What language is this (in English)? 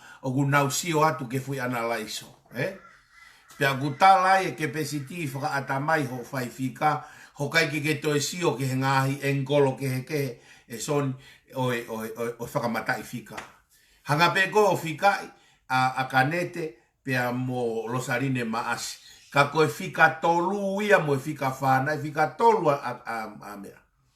Tongan